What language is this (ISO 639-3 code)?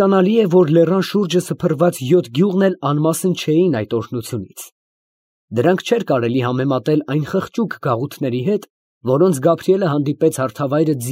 hye